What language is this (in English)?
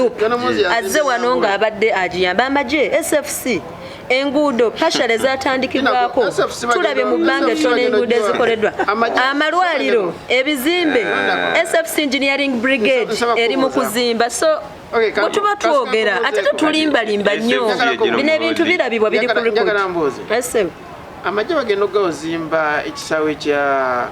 Ganda